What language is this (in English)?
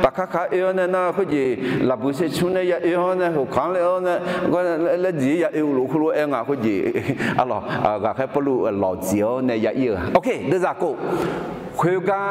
Akha